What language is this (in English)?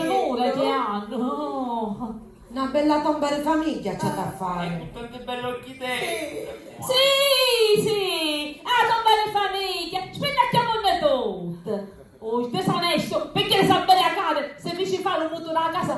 Sicilian